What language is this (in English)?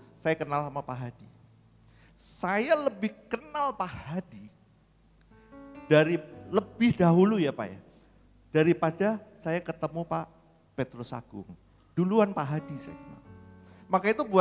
Indonesian